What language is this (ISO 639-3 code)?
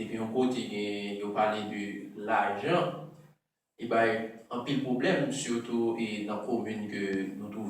hat